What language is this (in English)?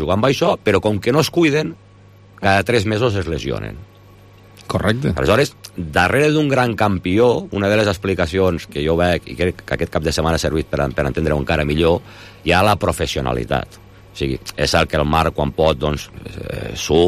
Catalan